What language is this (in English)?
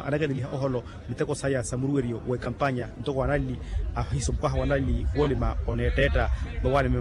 Makhuwa